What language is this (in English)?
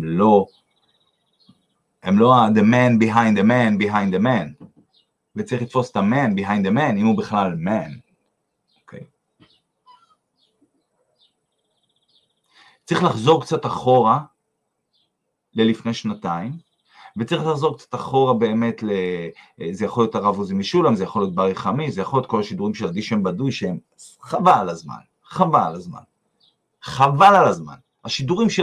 Hebrew